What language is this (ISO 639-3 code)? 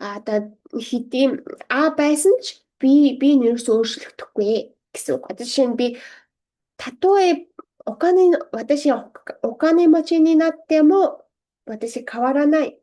mon